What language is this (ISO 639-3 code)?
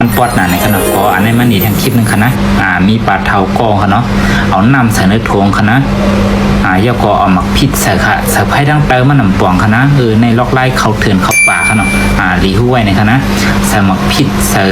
shn